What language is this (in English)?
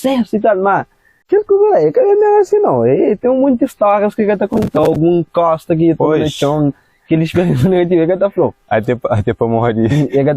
Kabuverdianu